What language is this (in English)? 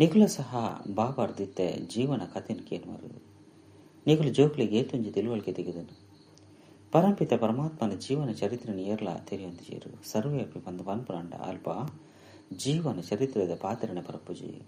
Tulu